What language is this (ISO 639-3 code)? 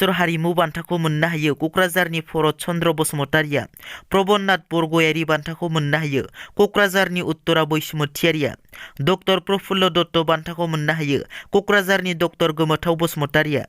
brx